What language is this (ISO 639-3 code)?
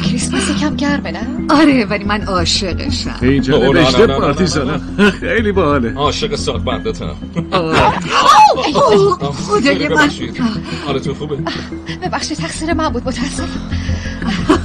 fas